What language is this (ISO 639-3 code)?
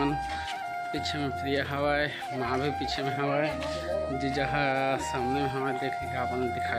hne